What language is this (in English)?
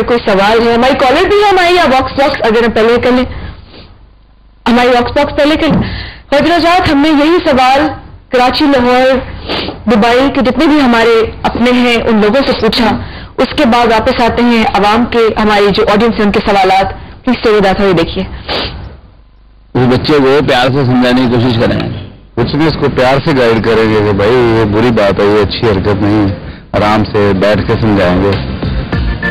Urdu